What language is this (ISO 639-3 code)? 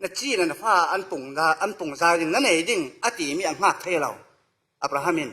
cfm